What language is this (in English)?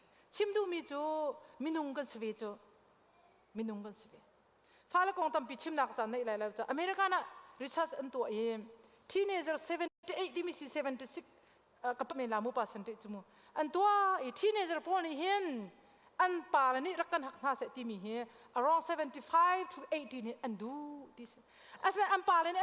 Hakha Chin